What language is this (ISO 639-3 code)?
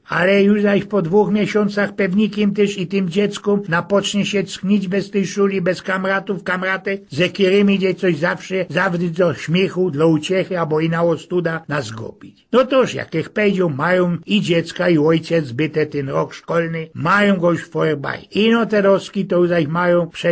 szl